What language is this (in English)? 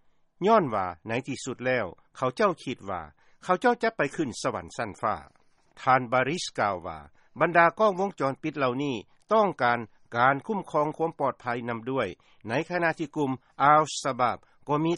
Lao